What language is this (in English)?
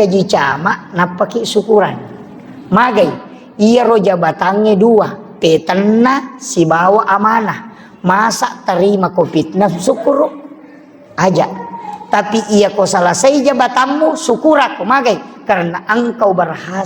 Buginese